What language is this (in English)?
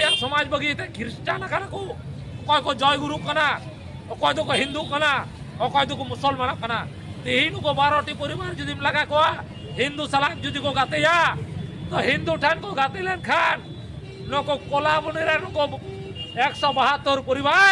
Santali